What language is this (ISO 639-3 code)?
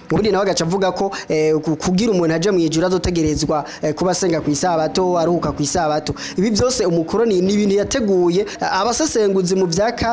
run